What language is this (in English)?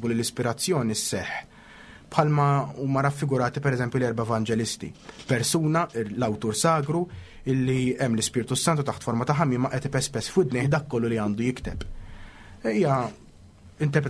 Maltese